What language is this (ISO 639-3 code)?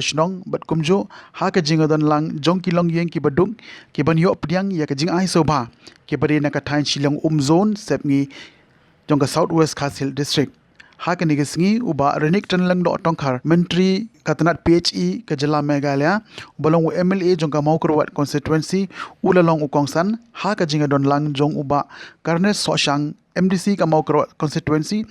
kha